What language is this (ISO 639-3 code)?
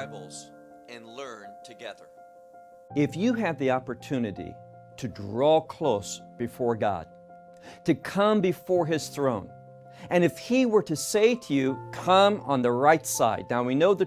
eng